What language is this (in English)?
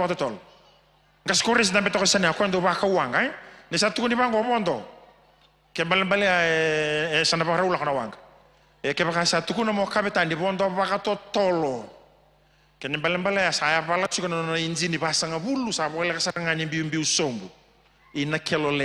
Fijian